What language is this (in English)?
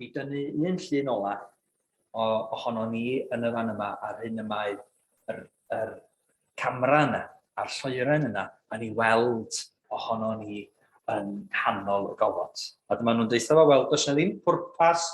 Welsh